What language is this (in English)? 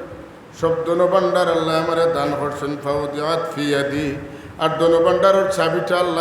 Sylheti